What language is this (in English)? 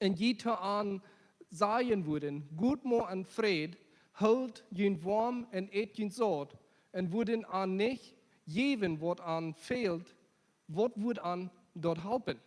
Plautdietsch